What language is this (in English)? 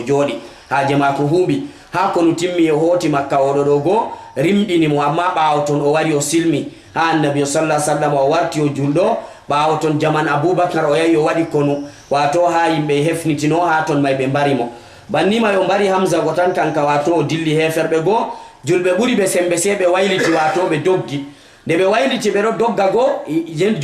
Fula